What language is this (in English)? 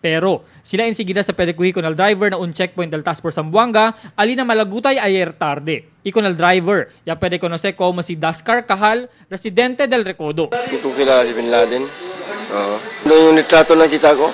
Chavacano